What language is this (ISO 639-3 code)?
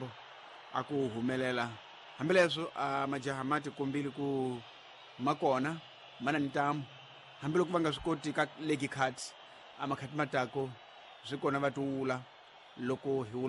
tso